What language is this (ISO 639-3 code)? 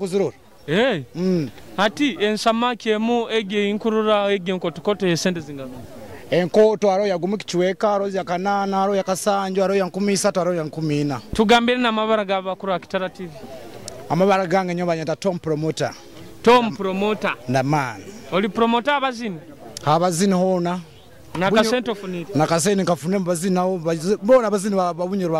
nyo